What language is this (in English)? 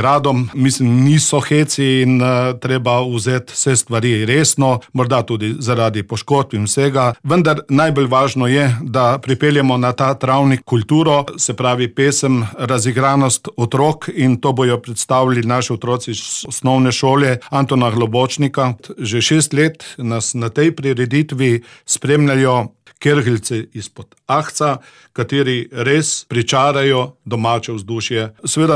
Slovenian